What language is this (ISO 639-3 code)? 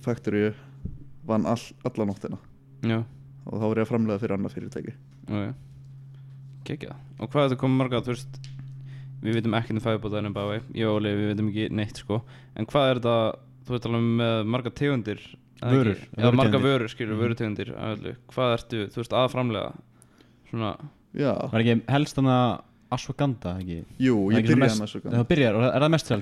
isl